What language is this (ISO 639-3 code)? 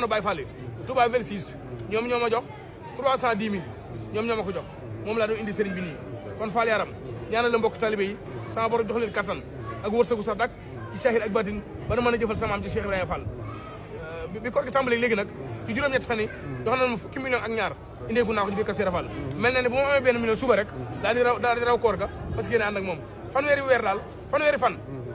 wol